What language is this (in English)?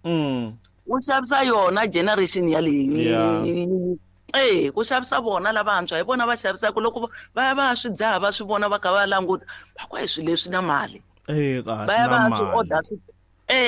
Tsonga